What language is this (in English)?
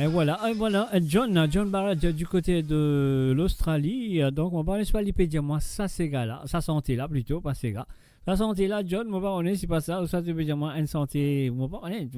Morisyen